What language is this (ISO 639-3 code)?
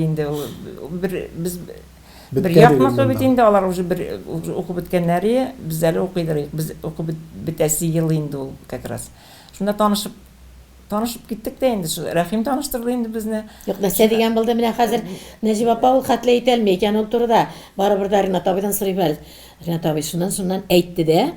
tat